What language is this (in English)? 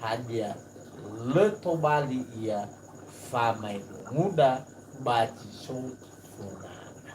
Nias